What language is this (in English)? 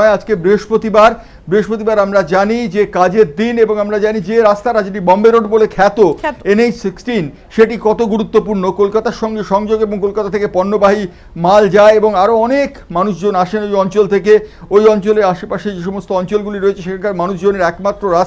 Bangla